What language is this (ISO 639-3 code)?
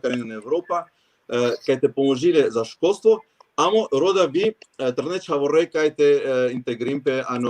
rmn